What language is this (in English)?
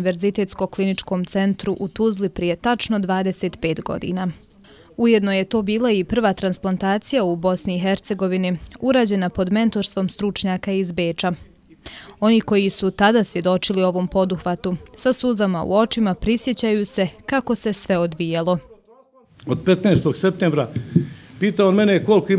Bosnian